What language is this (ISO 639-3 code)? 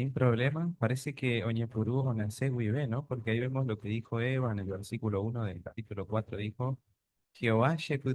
grn